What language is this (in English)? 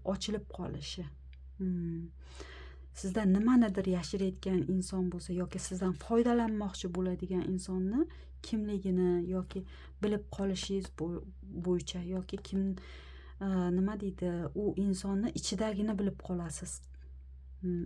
Uzbek